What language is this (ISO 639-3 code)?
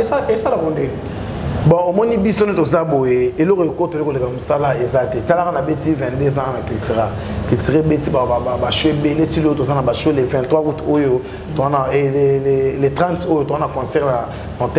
lin